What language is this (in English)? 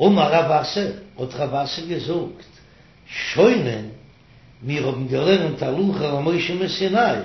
Yiddish